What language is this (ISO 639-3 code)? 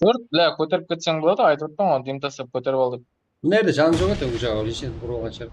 kaa